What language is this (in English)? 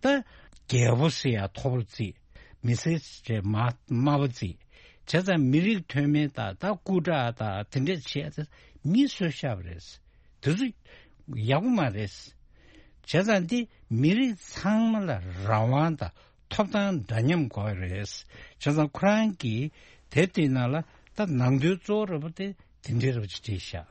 Tibetan